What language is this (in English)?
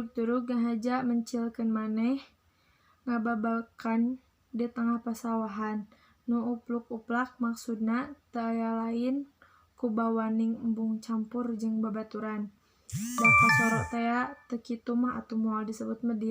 Sundanese